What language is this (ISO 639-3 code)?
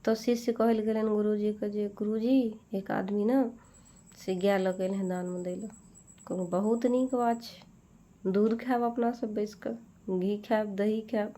mai